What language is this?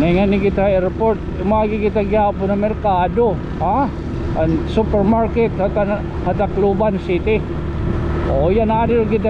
Waray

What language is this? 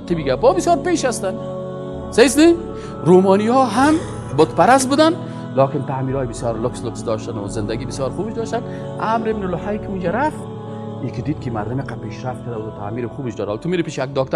Persian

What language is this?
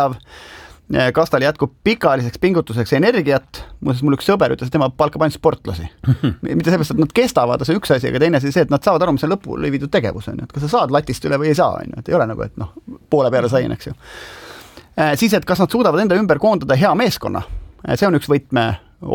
Estonian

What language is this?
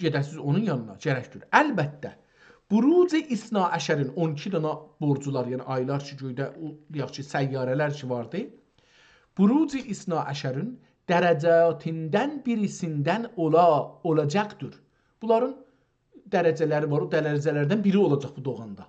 South Azerbaijani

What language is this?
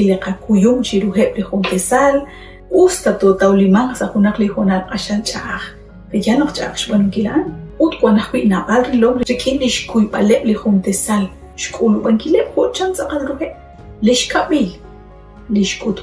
Kekchí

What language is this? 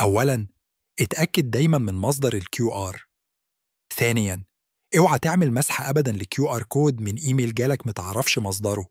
Egyptian Arabic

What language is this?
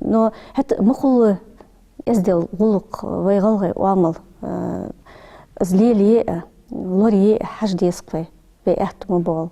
Ingush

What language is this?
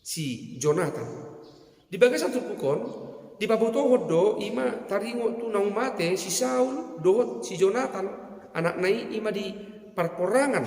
Batak Toba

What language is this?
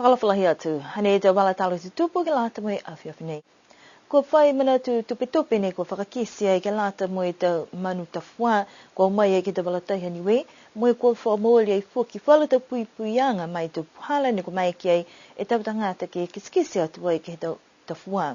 Niuean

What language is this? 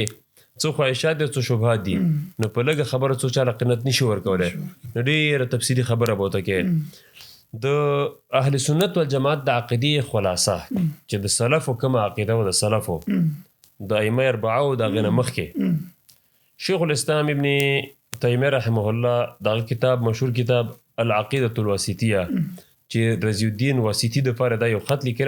Pashto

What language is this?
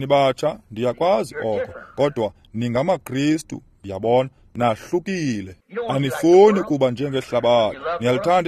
Xhosa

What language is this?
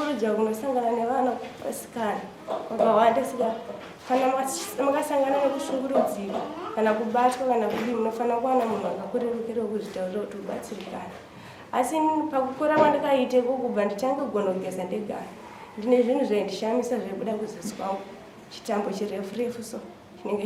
Shona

